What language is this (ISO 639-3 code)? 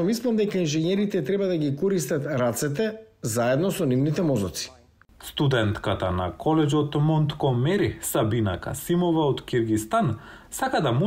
mkd